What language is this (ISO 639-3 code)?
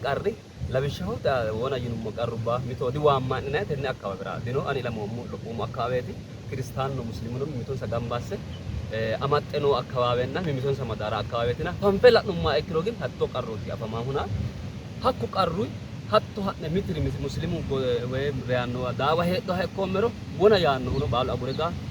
sid